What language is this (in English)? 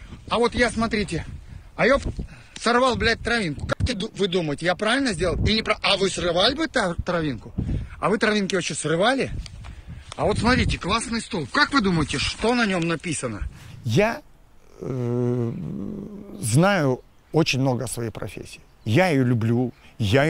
Russian